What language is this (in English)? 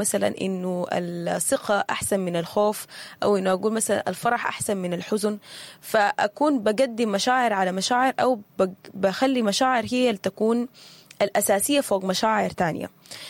Sudanese Arabic